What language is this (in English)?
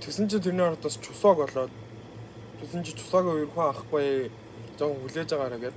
Mongolian